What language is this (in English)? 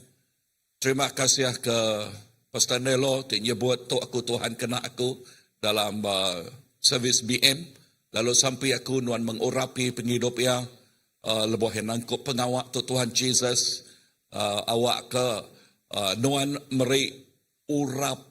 Iban